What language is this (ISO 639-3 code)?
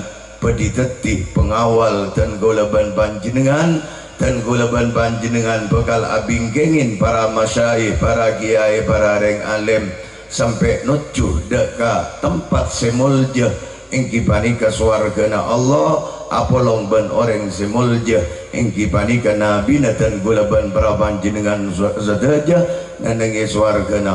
mad